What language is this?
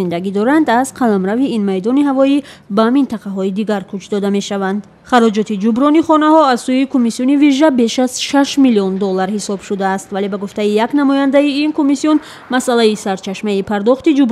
Tajik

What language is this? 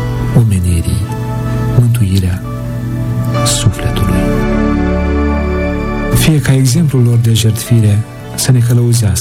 Romanian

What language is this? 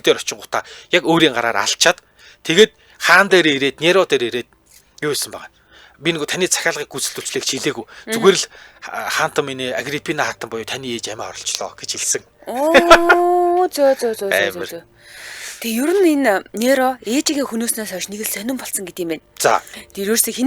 Mongolian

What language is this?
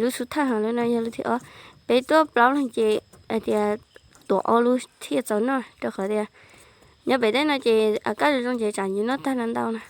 Hmong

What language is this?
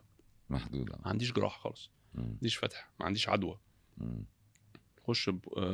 Egyptian Arabic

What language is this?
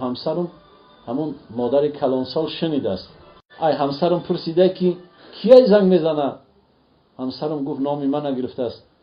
Tajik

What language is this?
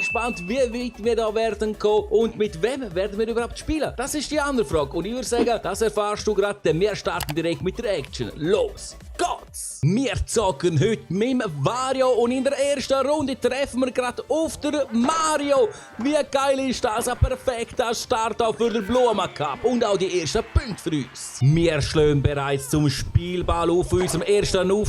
Swiss German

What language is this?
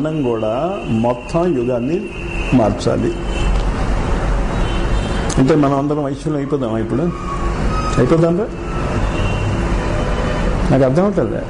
Telugu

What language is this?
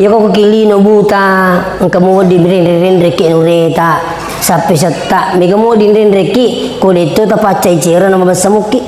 Buginese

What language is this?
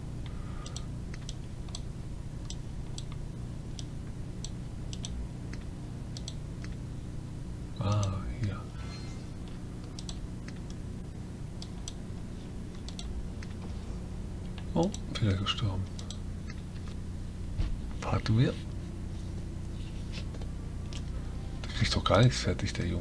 German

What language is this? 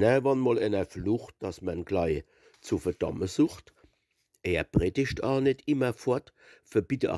Palatine German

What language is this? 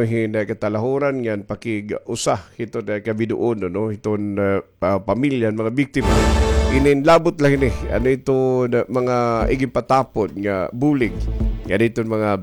Waray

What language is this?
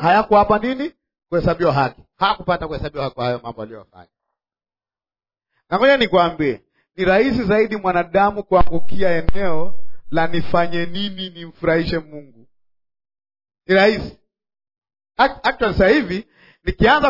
Swahili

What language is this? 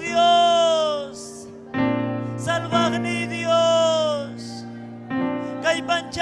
Ayacucho Quechua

